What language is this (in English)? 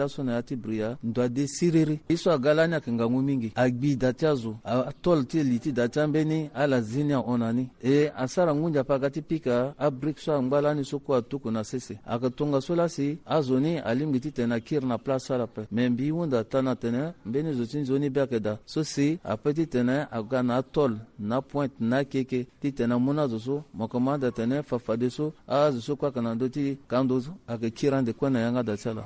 Sango